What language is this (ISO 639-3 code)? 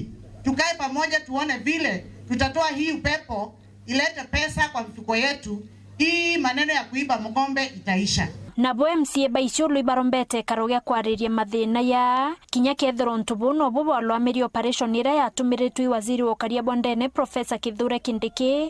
mer